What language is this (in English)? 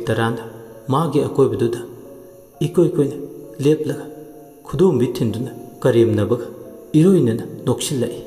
Manipuri